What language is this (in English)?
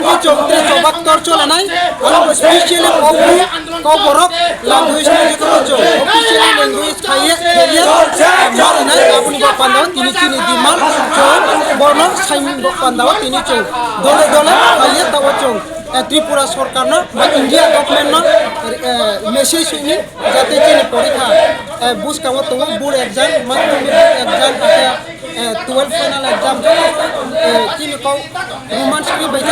Riang (India)